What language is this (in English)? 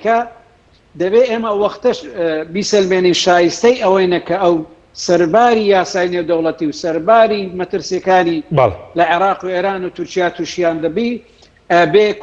Central Kurdish